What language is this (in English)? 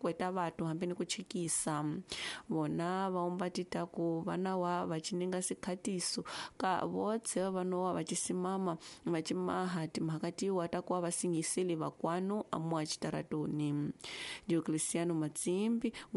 Tsonga